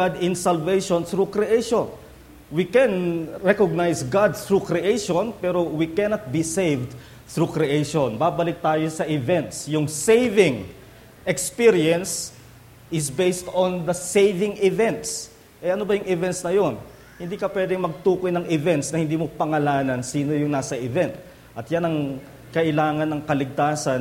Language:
Filipino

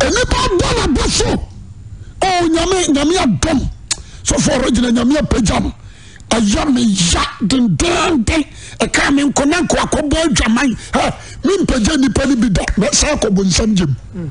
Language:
Akan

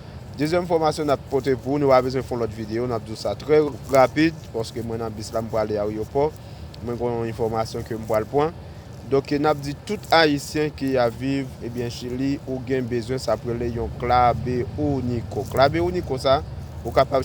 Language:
Haitian Creole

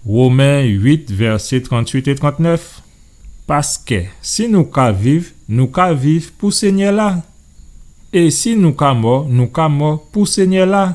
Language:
Guadeloupean Creole French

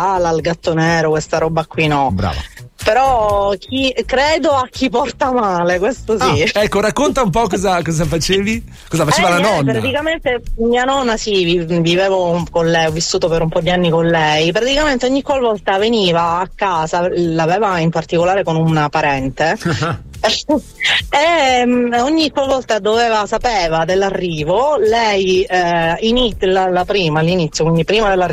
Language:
Italian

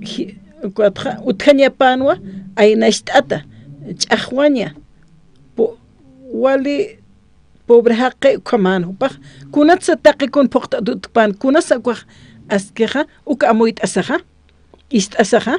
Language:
Aymara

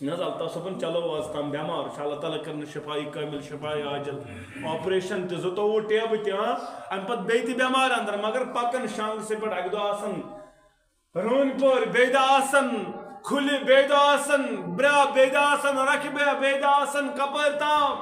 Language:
Kashmiri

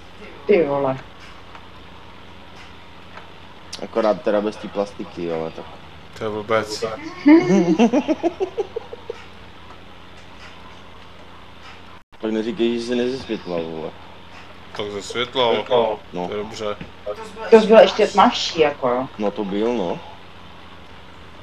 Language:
Czech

